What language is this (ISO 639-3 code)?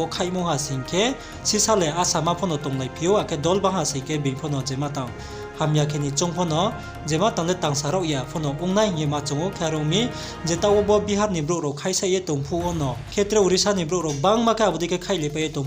ria